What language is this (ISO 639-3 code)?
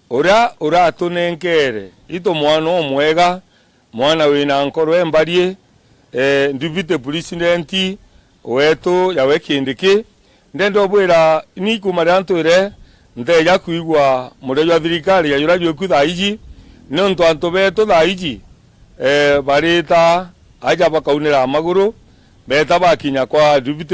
mer